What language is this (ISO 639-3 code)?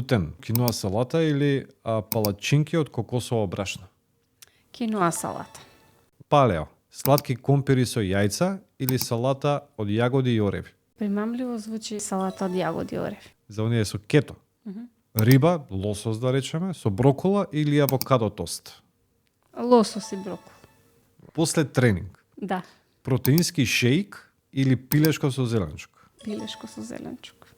mkd